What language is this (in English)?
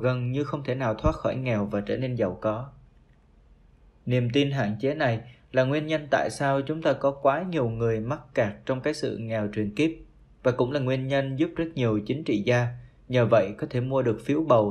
Vietnamese